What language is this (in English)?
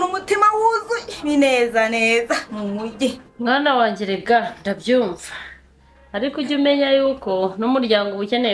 Kinyarwanda